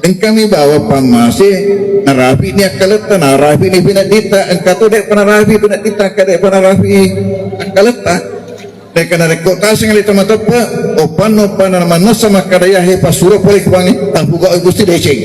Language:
Buginese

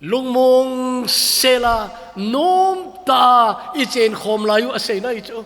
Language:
Thado Chin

